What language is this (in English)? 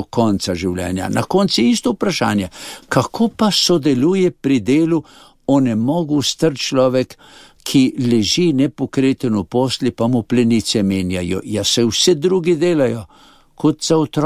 Slovenian